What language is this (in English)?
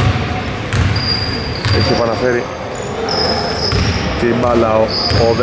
Greek